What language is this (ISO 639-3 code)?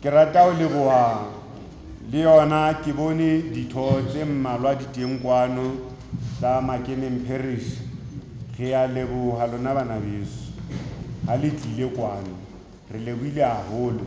sot